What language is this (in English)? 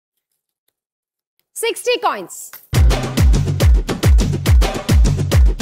Telugu